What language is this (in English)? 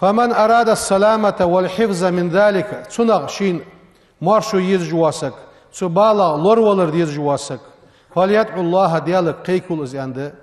Ingush